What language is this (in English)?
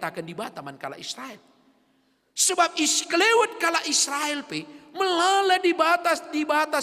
Batak Karo